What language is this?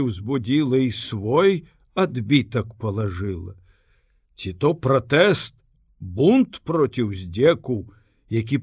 Belarusian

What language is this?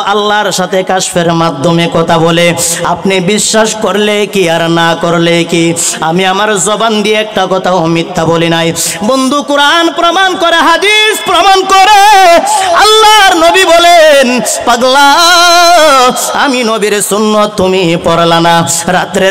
Bangla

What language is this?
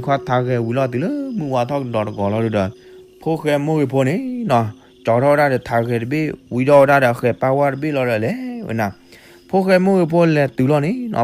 S'gaw Karen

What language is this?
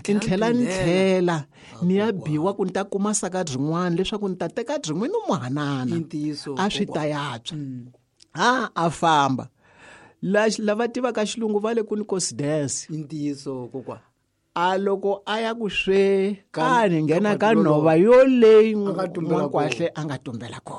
Tsonga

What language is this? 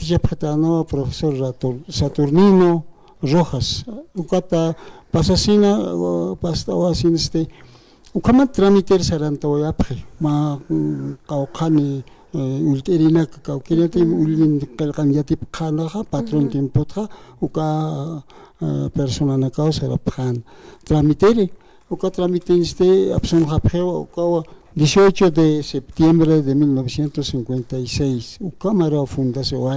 Aymara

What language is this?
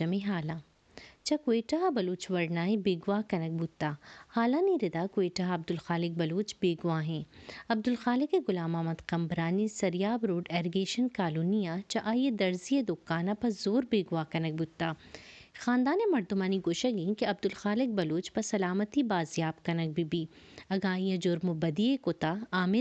Baluchi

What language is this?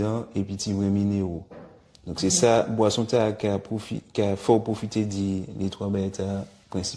Guadeloupean Creole French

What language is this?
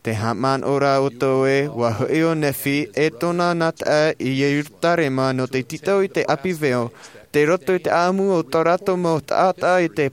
Tahitian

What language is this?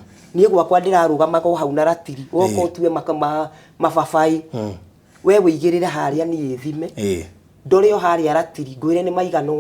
Kikuyu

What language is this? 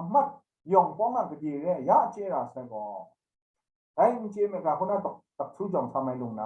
Kachin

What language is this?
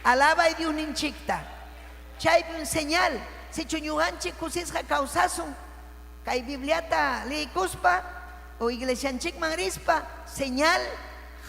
Ayacucho Quechua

